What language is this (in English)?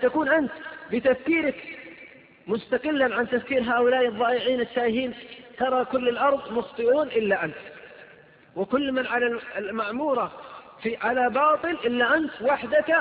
Arabic